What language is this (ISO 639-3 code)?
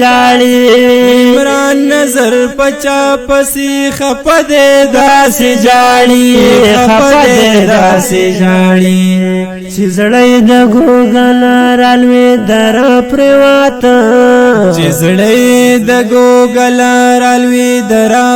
pus